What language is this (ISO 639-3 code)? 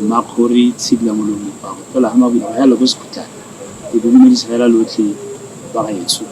tsn